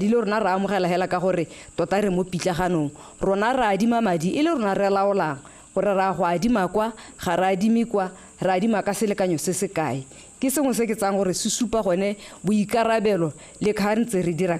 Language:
Tswana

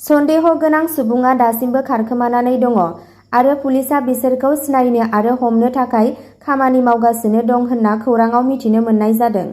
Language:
Bodo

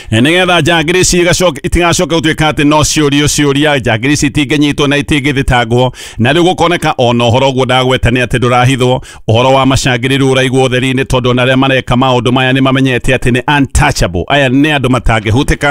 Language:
Kikuyu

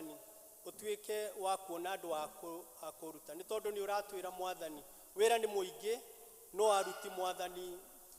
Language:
Kikuyu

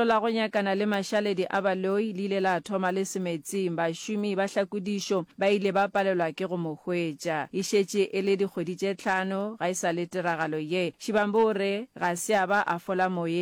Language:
Northern Sotho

